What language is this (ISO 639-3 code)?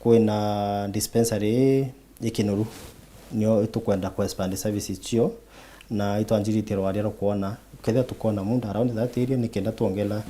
mer